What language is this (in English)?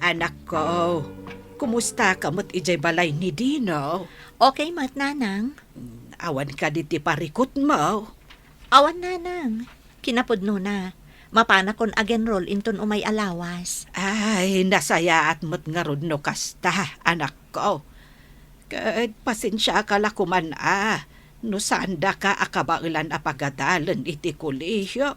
Iloko